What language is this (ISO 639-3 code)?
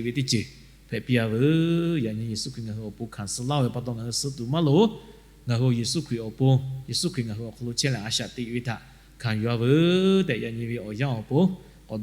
lhu